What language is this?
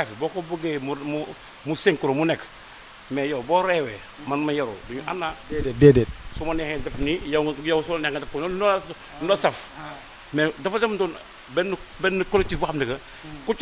Wolof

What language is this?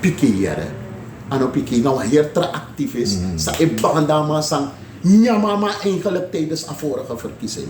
Sranan Tongo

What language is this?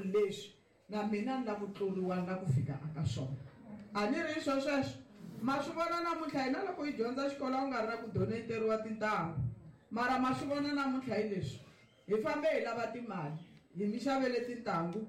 Tsonga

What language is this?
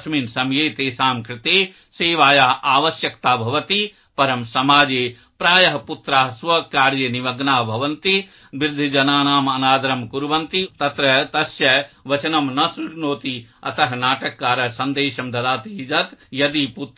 Sanskrit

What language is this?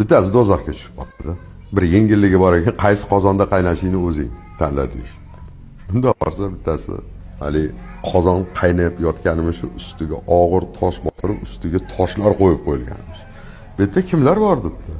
Uzbek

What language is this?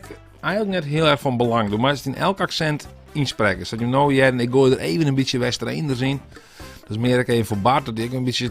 Western Frisian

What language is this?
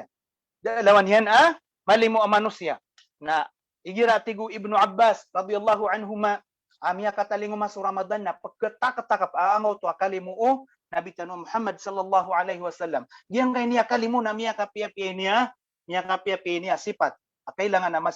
Maranao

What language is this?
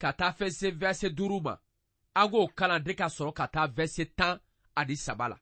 Bambara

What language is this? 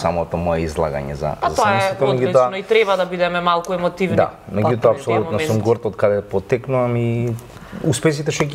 Macedonian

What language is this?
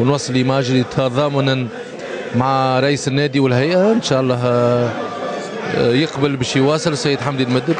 Tunisian Arabic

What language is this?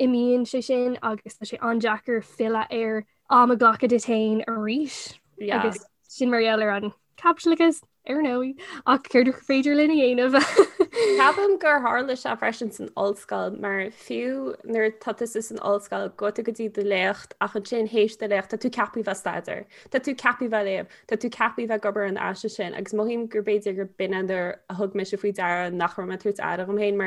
Irish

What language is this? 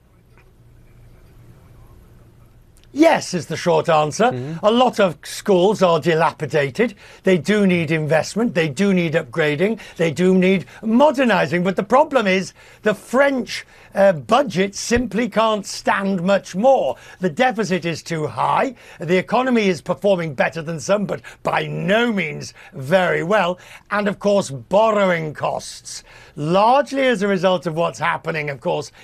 English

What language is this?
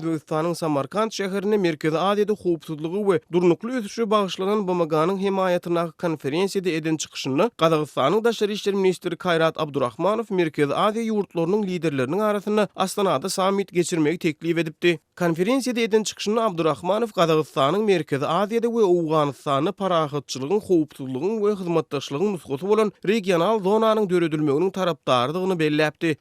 Turkmen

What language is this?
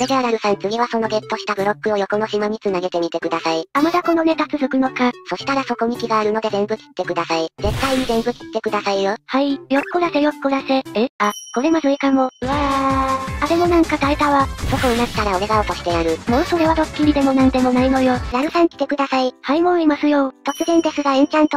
Japanese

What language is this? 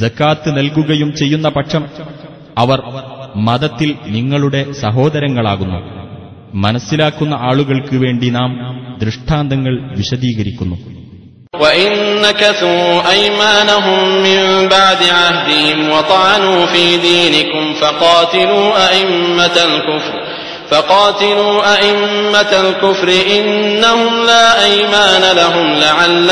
Malayalam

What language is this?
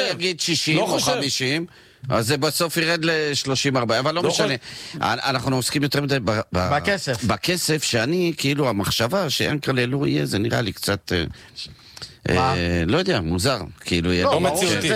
Hebrew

